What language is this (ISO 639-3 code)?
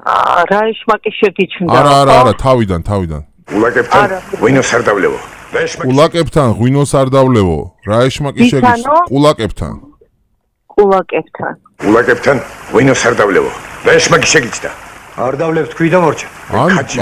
kat